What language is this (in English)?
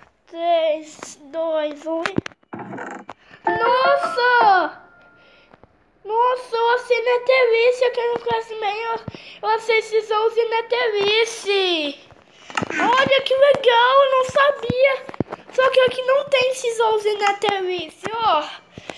Portuguese